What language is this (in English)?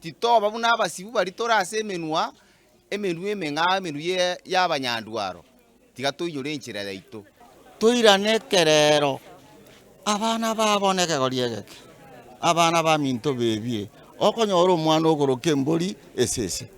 Gusii